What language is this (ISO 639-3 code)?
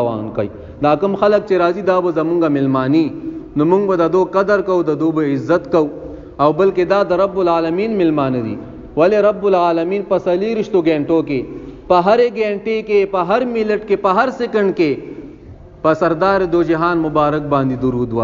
pus